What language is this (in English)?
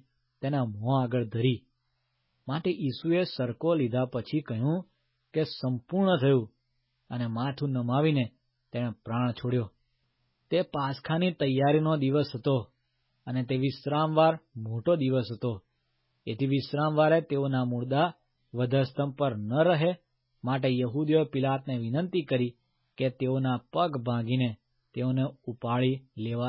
Gujarati